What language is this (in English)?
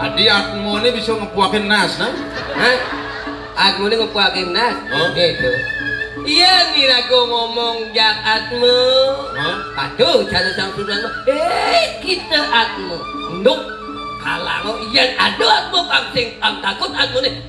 Balinese